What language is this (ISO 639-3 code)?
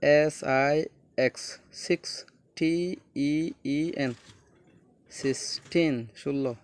rhg